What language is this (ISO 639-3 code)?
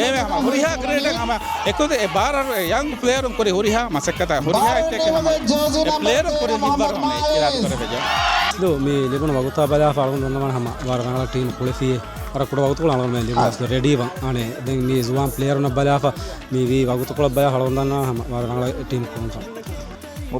div